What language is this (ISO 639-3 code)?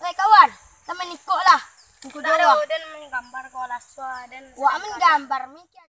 min